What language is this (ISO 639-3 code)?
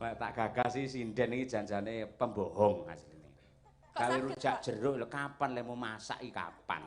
jav